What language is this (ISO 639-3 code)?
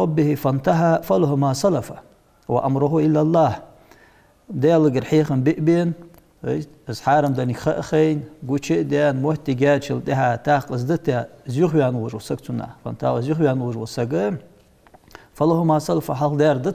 inh